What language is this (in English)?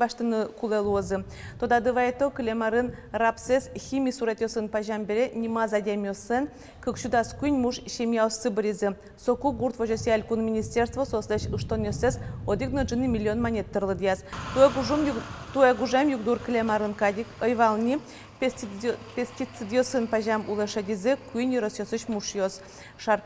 Udmurt